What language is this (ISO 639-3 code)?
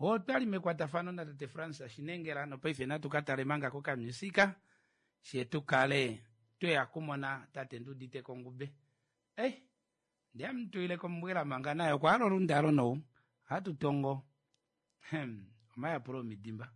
kua